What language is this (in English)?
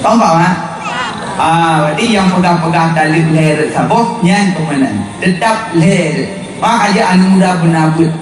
Achinese